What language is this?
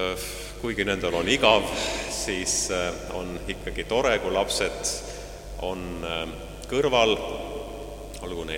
Estonian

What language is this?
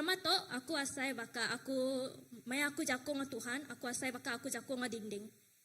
Iban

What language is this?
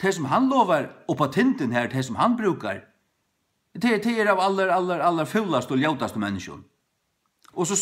Faroese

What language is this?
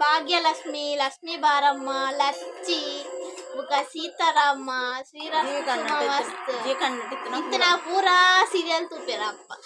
Tulu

